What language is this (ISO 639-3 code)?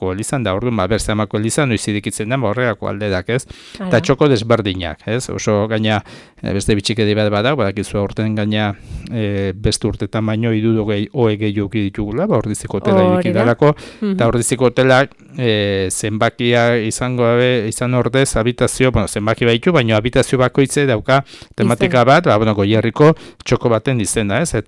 eus